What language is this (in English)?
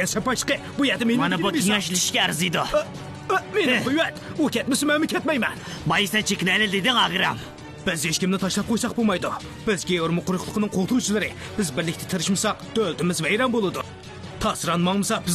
Uyghur